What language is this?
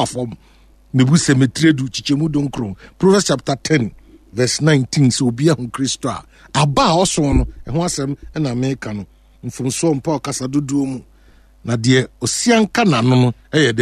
Akan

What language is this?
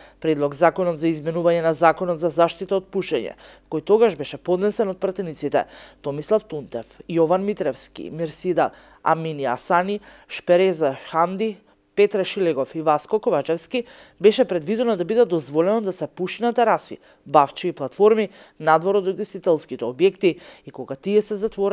Macedonian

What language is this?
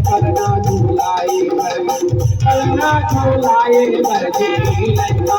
Chhattisgarhi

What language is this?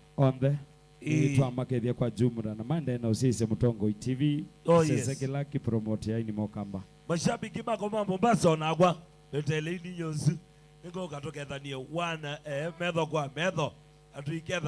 Kamba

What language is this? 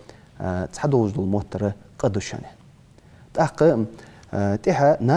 Ingush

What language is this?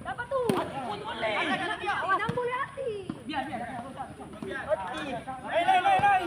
Ambonese Malay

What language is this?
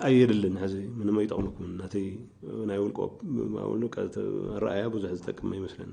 Tigrinya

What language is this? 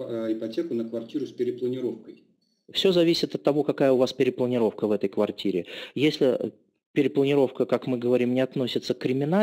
Russian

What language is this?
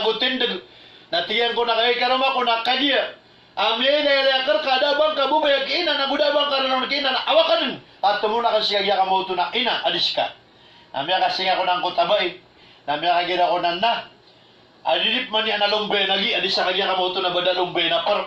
Maranao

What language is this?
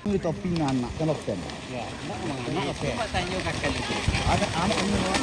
Minangkabau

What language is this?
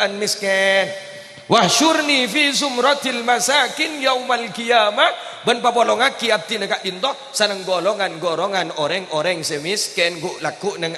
Madurese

